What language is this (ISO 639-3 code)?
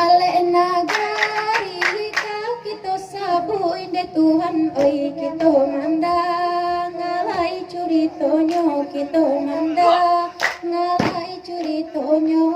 min